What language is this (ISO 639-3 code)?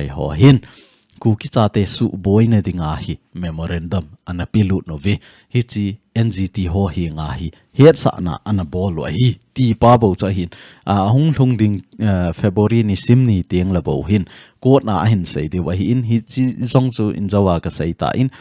tcz